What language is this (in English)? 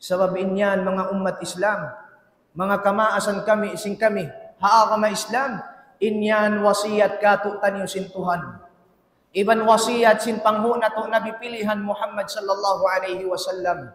Tausug